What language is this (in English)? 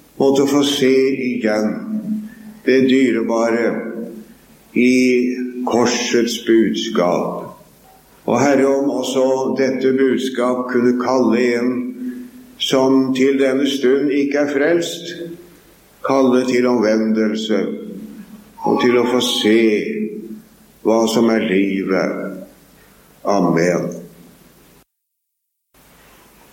Norwegian